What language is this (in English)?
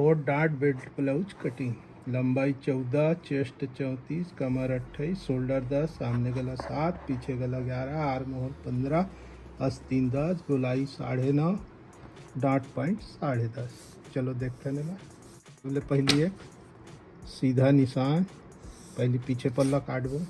Chhattisgarhi